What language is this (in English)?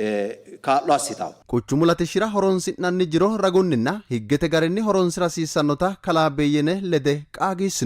Sidamo